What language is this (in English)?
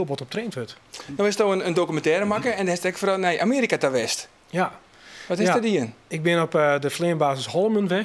Western Frisian